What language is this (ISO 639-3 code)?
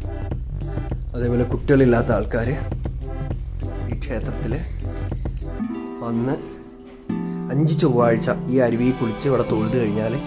mal